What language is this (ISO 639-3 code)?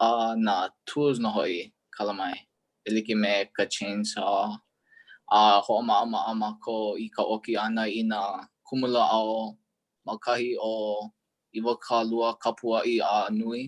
haw